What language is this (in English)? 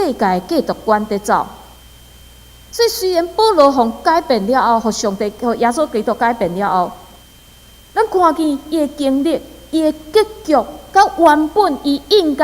Min Nan Chinese